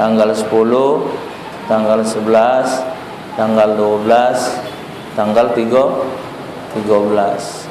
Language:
Musi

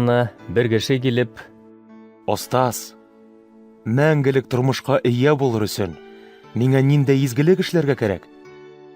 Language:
Bashkir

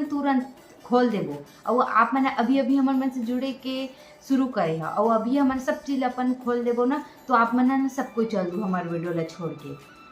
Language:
Chhattisgarhi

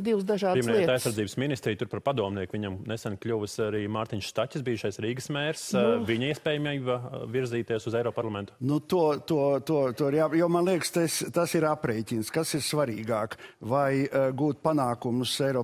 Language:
Latvian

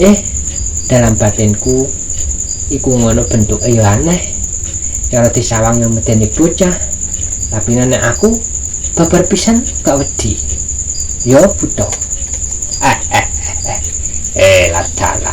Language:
Javanese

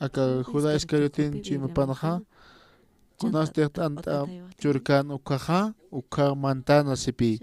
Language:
Aymara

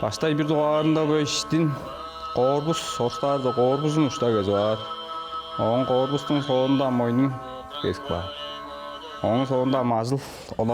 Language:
Tuvinian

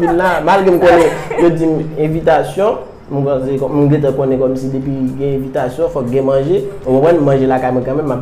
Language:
Haitian Creole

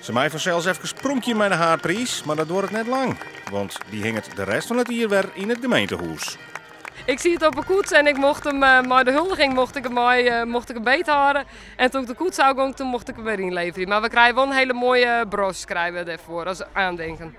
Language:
Western Frisian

